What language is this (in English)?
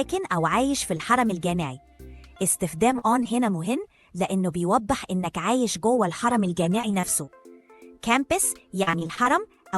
Egyptian Arabic